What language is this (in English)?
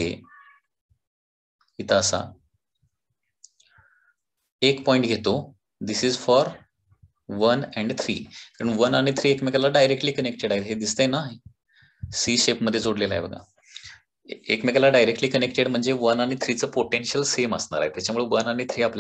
Marathi